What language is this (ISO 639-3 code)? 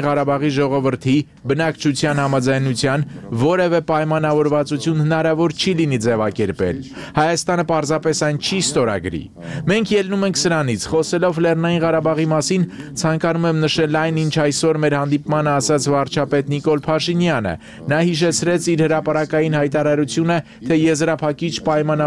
hye